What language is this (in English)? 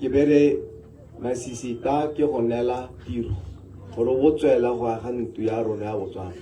Tswana